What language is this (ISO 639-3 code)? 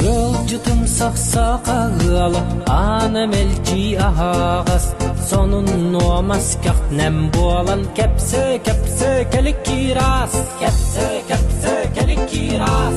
sah